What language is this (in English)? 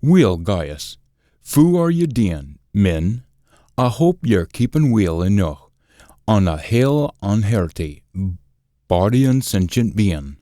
Scots